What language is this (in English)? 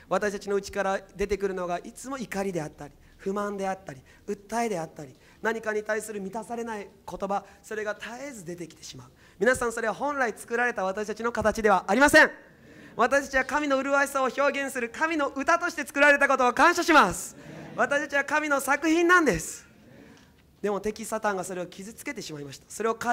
Japanese